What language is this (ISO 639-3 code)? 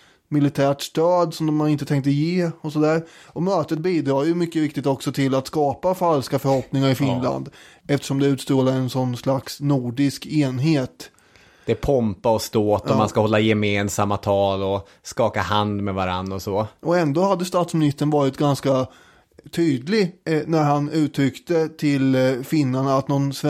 swe